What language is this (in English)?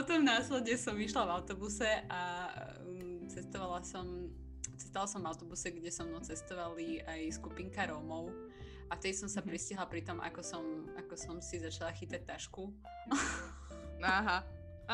Slovak